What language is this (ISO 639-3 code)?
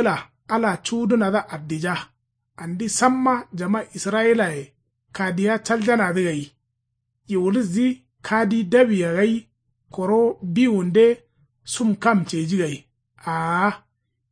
kau